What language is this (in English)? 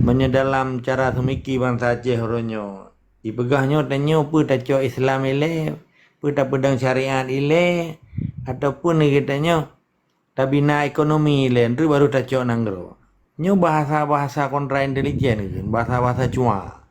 Achinese